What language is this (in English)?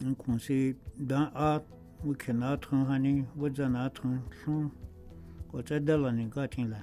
Dogrib